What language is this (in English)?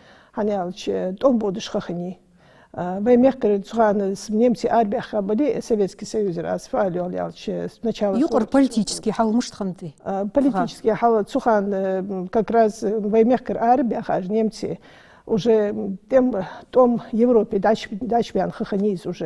Ingush